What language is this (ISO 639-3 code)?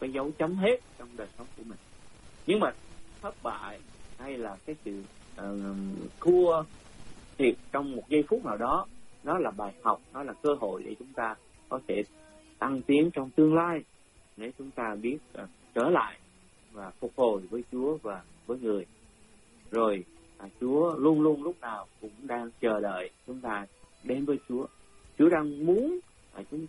vie